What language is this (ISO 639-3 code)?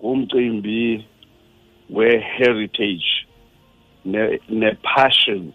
xho